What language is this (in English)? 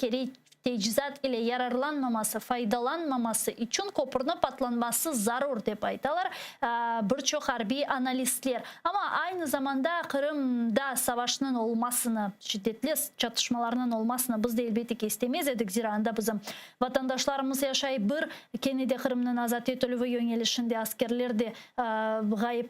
Crimean Tatar